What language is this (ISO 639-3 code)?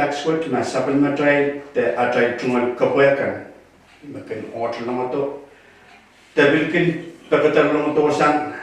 pon